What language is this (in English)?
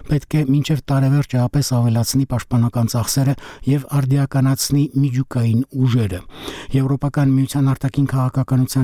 Armenian